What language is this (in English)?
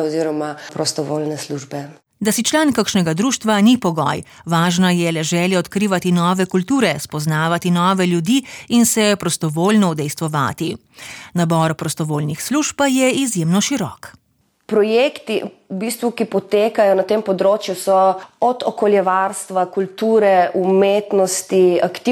Slovenian